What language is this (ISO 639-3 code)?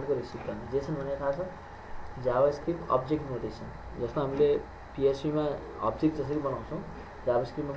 nep